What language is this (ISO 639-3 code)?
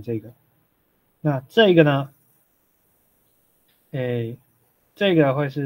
zho